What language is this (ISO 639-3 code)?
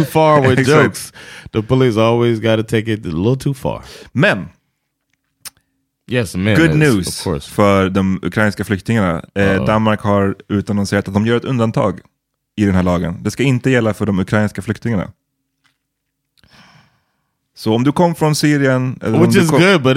swe